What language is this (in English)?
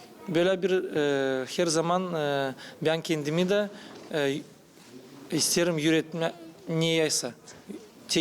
Gagauz